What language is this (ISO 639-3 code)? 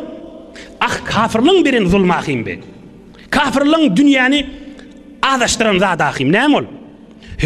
tuk